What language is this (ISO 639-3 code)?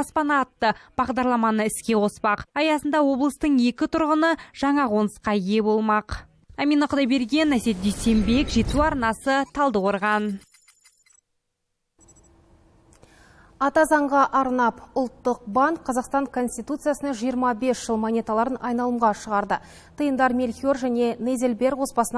kaz